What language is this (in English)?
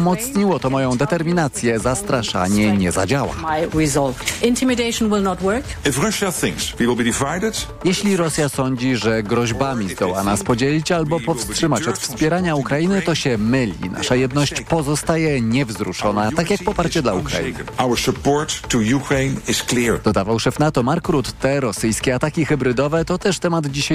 Polish